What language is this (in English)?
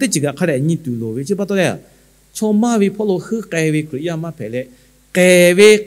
Lahu